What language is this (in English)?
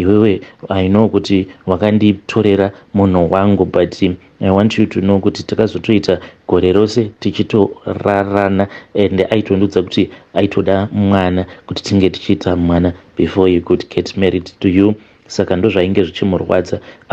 Shona